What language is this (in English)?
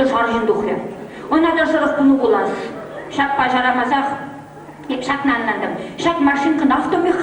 Chuvash